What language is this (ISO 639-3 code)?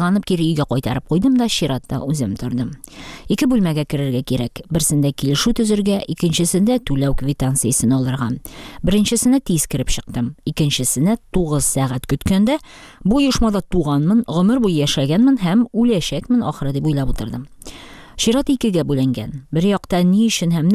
tat